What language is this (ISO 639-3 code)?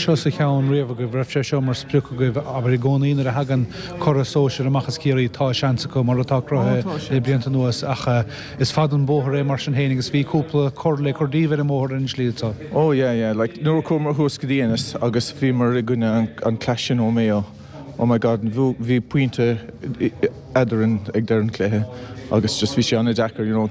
gle